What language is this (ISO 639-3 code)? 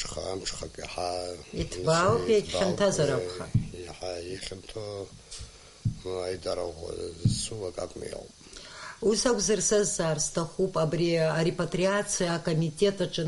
abk